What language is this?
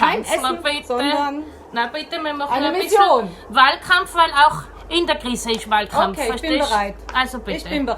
Bavarian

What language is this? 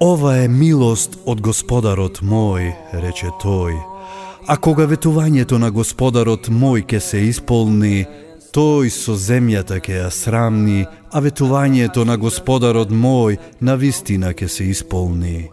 Macedonian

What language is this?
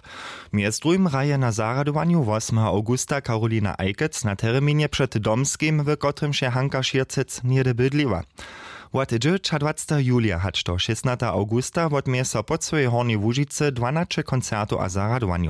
Upper Sorbian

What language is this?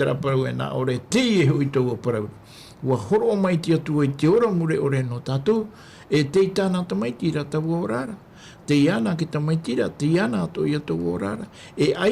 Tahitian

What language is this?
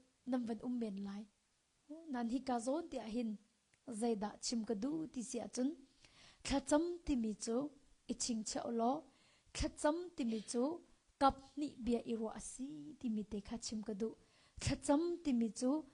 Hakha Chin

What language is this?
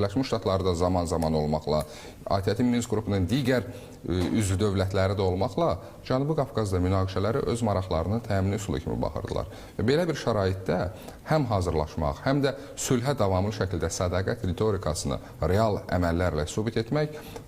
Azerbaijani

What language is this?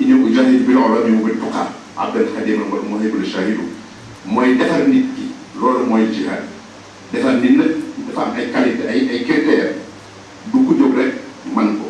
Wolof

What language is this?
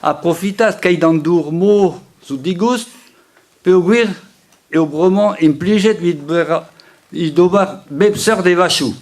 Breton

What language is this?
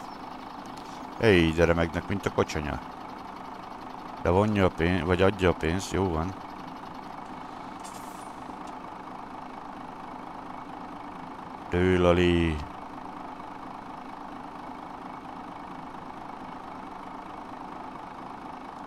Hungarian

